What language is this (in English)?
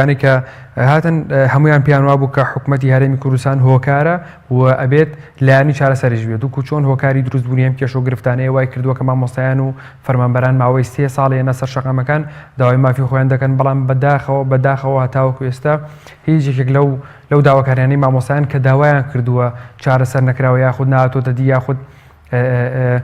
Central Kurdish